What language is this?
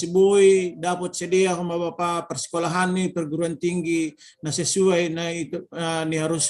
Batak Simalungun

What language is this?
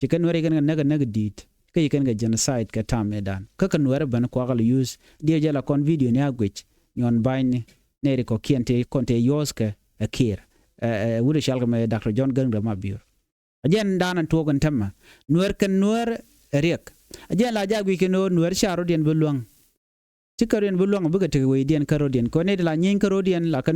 Nuer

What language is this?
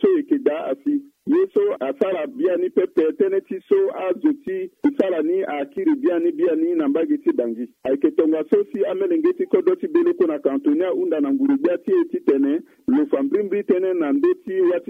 Sango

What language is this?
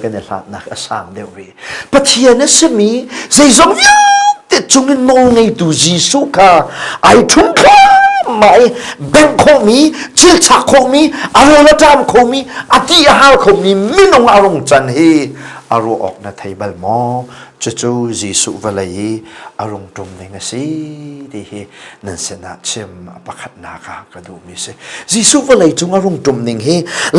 Hakha Chin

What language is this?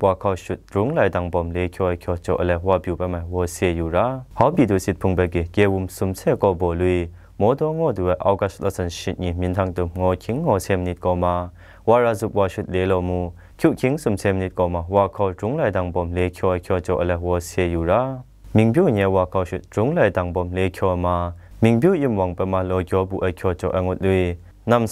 Zaiwa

